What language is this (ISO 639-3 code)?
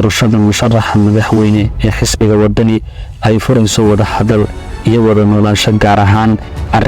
som